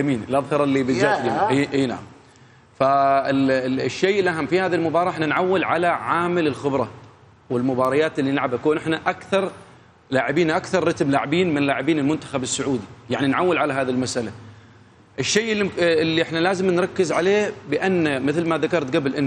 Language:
Mesopotamian Arabic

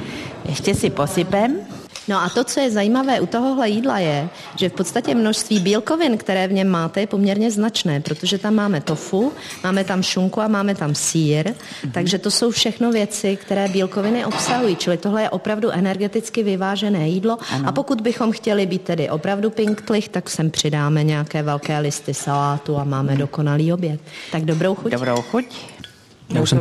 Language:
Czech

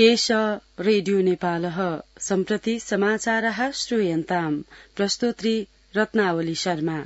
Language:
Sanskrit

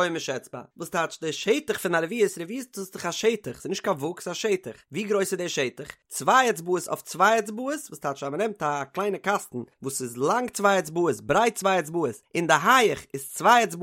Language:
Yiddish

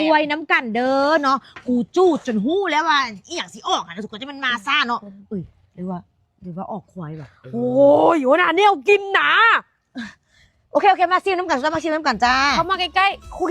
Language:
Lao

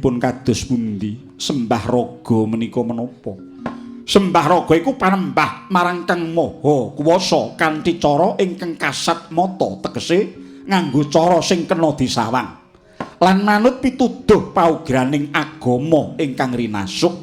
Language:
Javanese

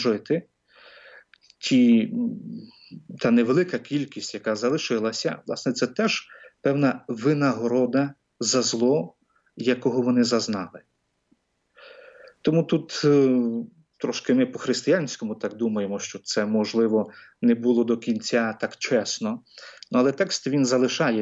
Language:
Ukrainian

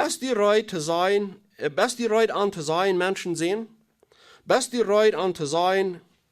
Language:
Plautdietsch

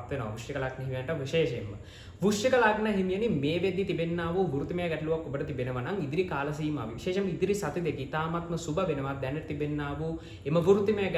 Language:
Sinhala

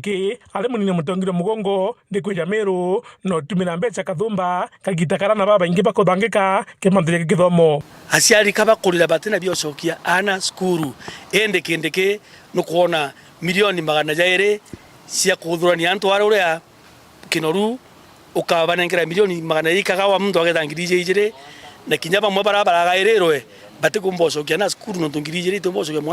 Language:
Meru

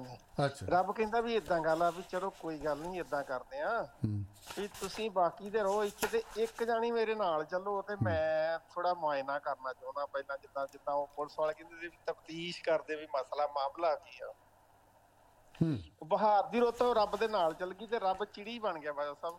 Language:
Punjabi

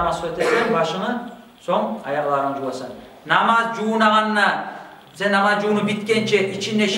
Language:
Kumyk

